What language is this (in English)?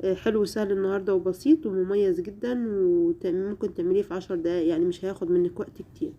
Egyptian Arabic